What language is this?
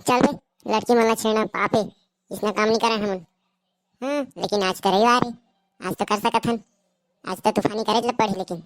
Chhattisgarhi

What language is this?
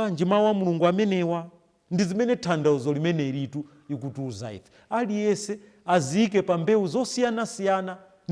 Nyanja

